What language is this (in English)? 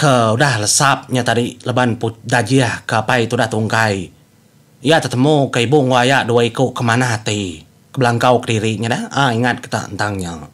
Iban